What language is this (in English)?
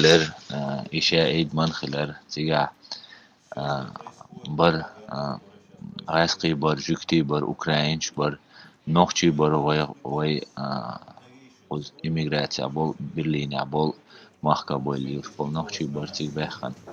Chechen